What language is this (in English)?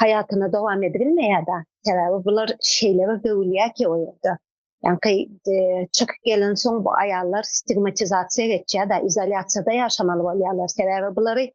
Turkmen